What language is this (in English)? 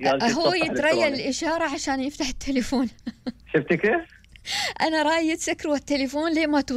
Gulf Arabic